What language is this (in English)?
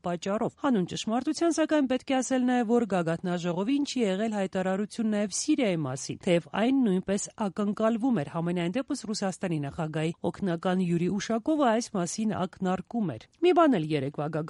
Armenian